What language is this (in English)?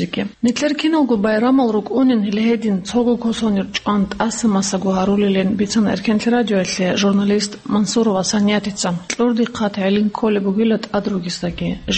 Avaric